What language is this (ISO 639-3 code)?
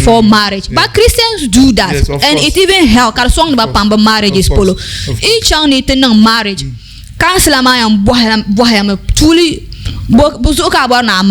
dag